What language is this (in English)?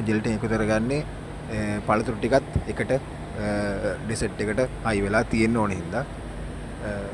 Sinhala